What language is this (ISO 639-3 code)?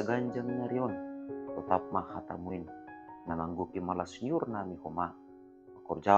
bts